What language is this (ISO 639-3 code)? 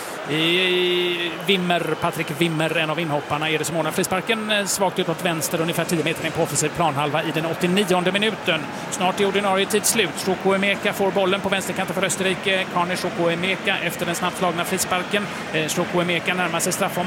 swe